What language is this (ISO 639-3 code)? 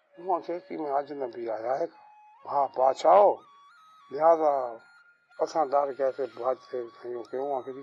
skr